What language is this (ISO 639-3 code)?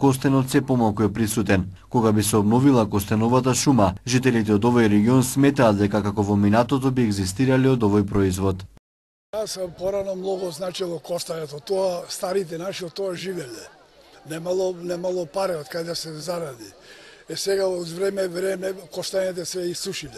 mkd